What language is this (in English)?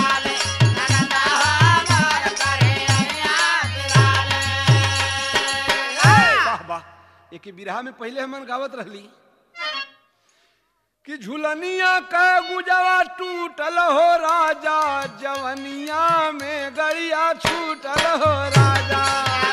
Bhojpuri